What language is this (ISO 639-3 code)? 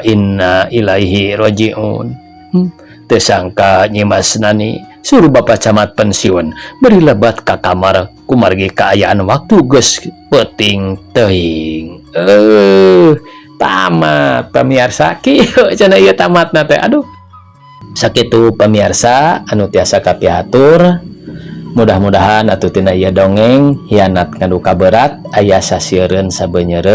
sun